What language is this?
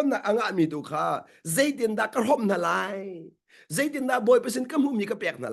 Hakha Chin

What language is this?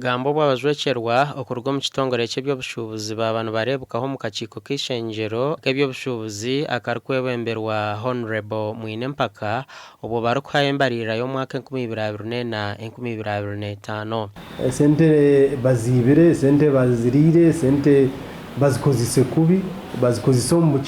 Nyankole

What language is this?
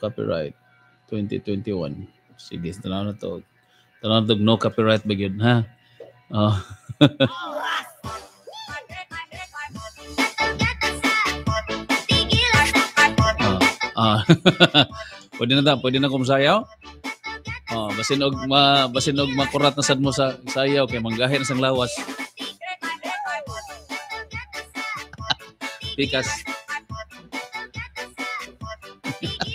Cebuano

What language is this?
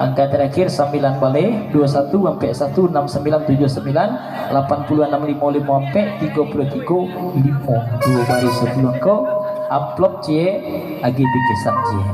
Minangkabau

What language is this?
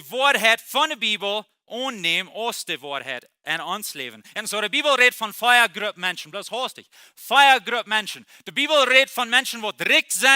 Plautdietsch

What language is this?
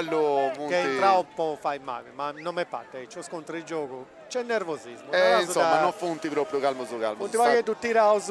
Sardinian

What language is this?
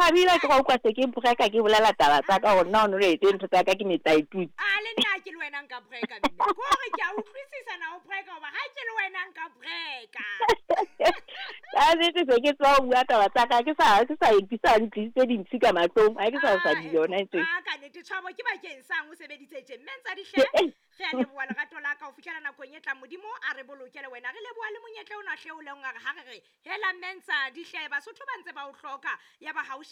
Southern Sotho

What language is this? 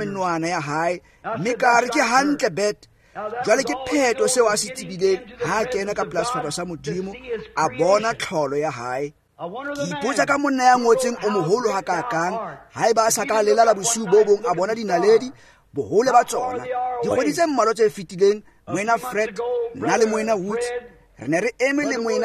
Tswana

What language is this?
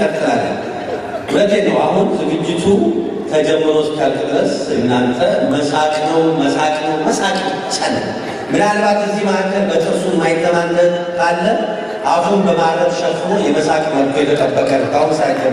Amharic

